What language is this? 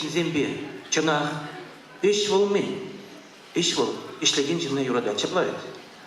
Chuvash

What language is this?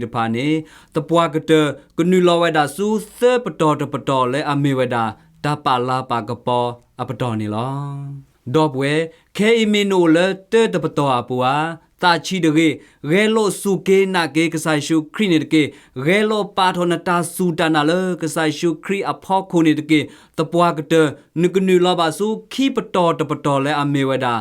S'gaw Karen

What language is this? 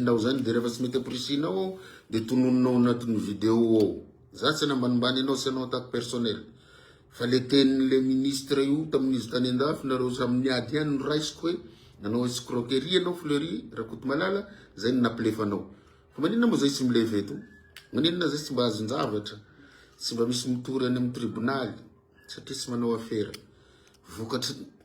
Malagasy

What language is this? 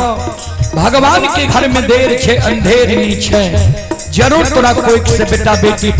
Maithili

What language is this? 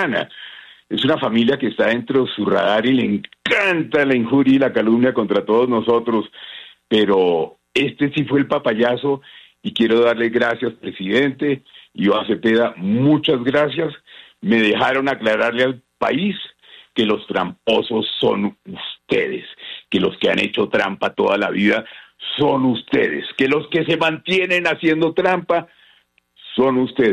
Spanish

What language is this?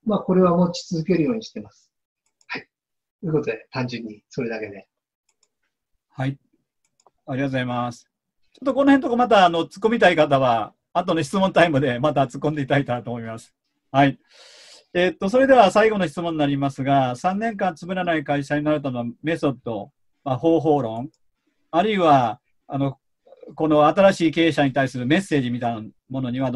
Japanese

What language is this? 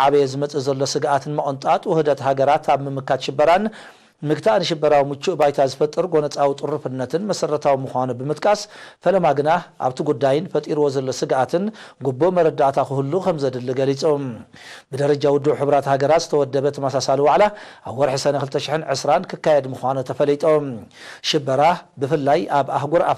Tigrinya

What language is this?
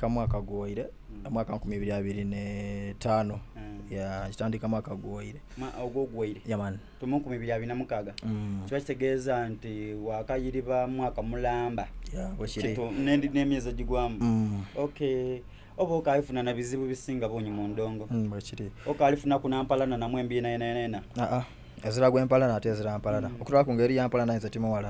Soga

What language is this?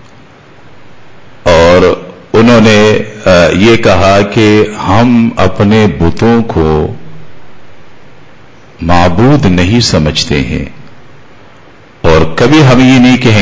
Urdu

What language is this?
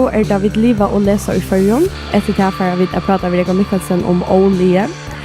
Faroese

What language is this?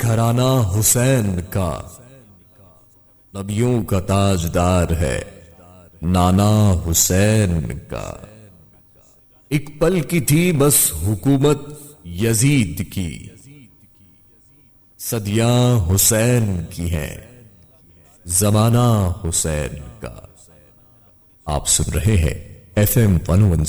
Urdu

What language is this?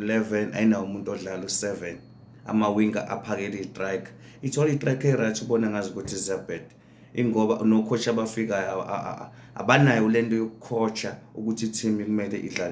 Zulu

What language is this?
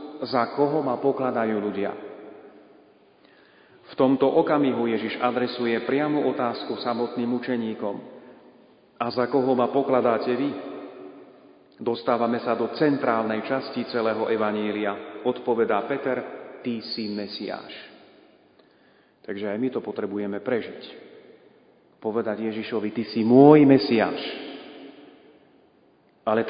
Slovak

